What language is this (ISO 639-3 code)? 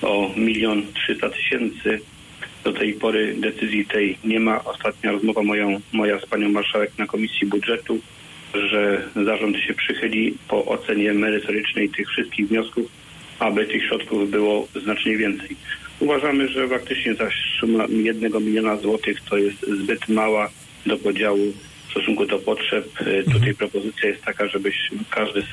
pol